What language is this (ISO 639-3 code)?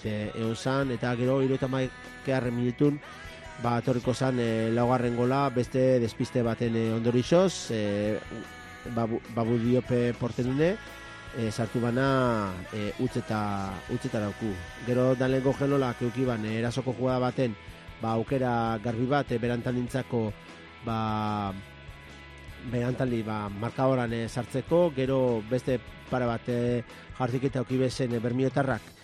eus